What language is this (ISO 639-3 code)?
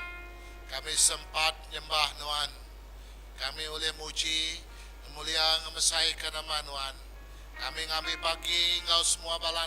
iba